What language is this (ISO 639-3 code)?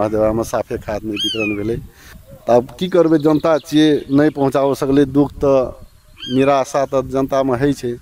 mai